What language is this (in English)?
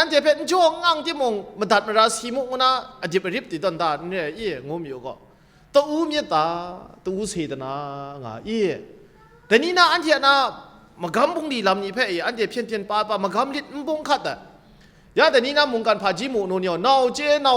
Kachin